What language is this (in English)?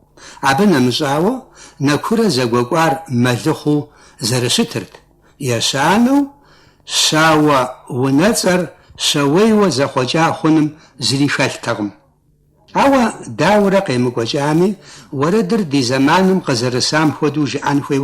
Kabardian